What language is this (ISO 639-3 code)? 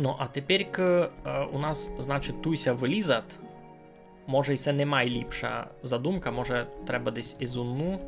rue